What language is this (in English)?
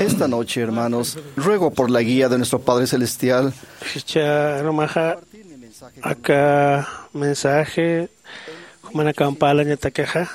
Aymara